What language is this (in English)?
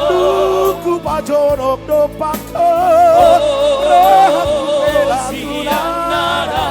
Batak Toba